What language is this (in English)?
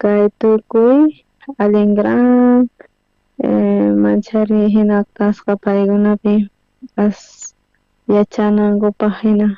South Bolivian Quechua